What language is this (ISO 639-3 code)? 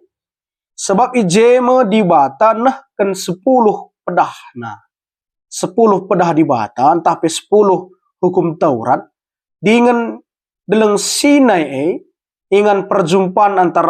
btx